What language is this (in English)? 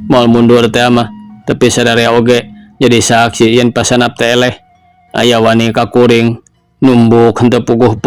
Sundanese